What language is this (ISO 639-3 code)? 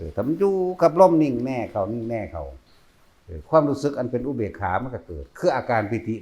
tts